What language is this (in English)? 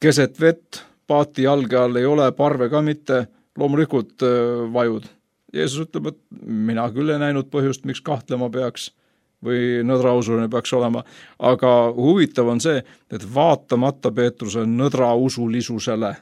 Estonian